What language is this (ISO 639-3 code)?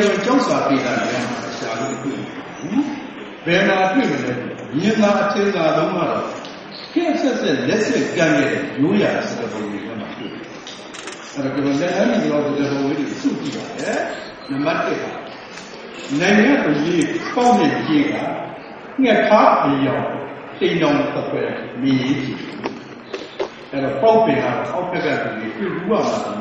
mya